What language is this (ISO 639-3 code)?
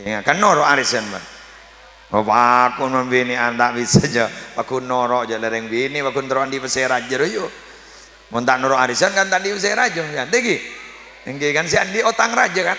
mad